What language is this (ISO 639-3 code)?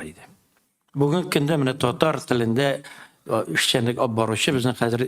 tat